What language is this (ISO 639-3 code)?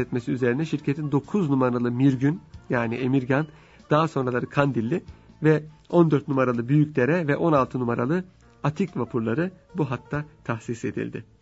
tur